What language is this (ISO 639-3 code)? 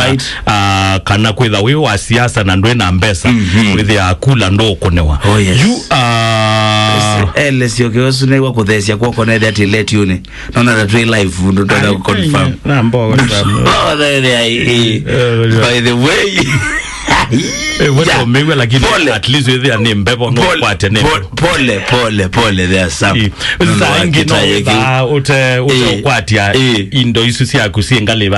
kam